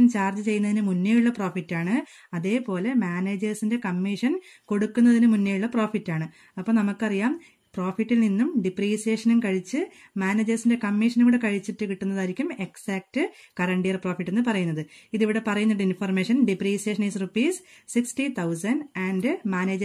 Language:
Malayalam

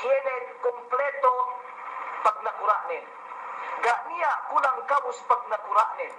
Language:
Yakan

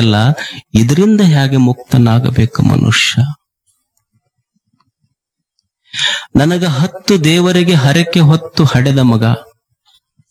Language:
Kannada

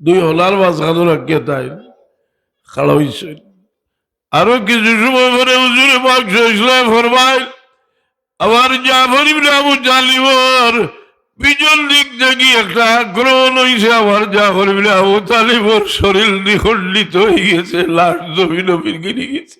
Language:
Sylheti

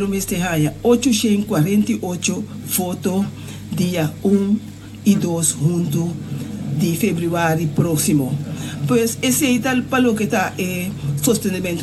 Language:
Papiamento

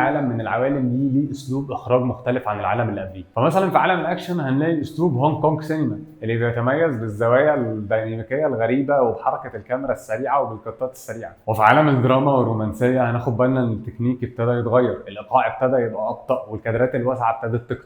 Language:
Egyptian Arabic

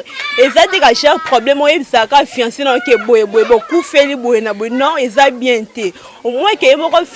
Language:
Lingala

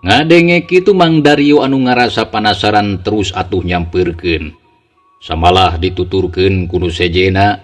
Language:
Sundanese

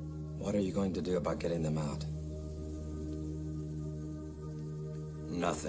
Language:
English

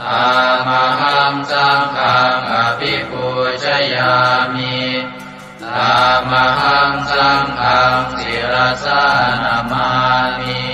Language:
Pali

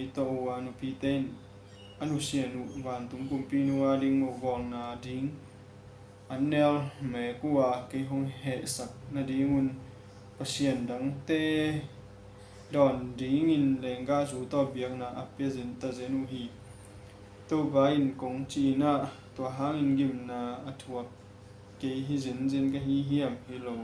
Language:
Tedim Chin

